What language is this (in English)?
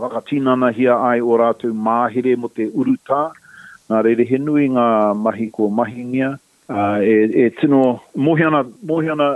Māori